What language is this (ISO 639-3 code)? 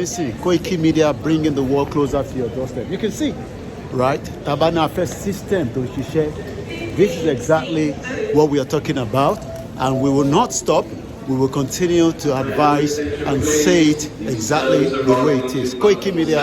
yor